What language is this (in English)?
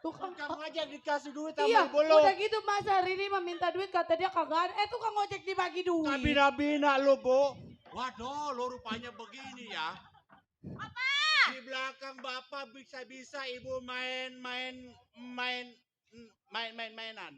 Betawi